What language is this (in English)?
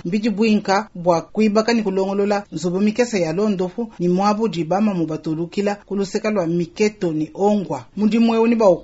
Luba-Lulua